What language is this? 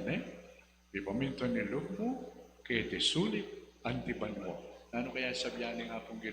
Pampanga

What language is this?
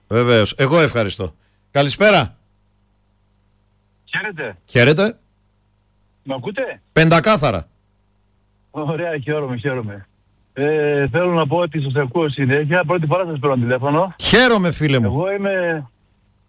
Greek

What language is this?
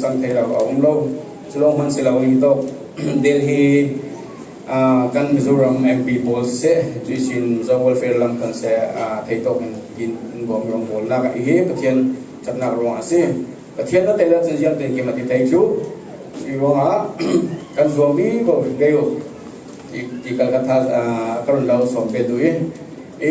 Falam Chin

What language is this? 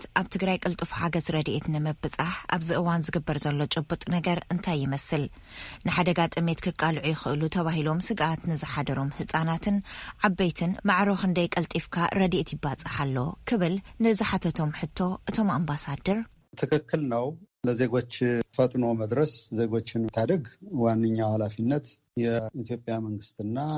Tigrinya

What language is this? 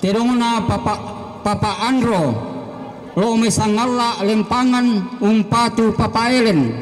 Toraja-Sa'dan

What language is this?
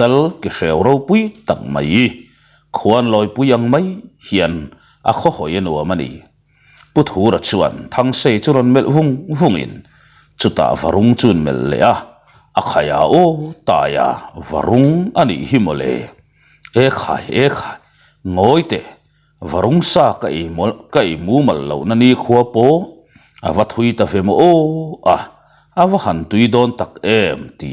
Mizo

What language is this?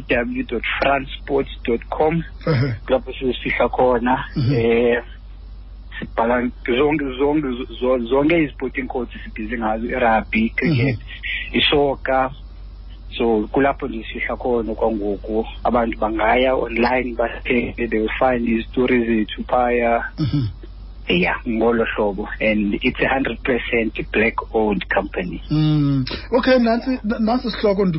Xhosa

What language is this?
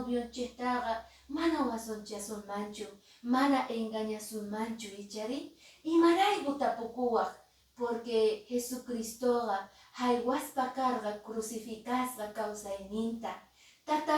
Quechua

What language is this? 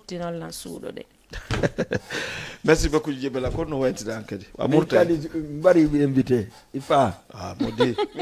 Fula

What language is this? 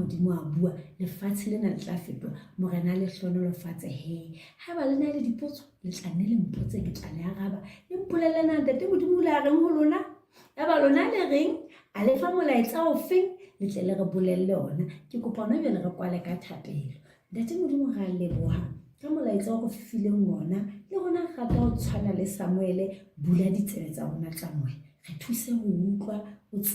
Southern Sotho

